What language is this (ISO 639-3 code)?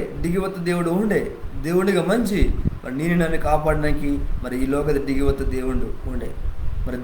kff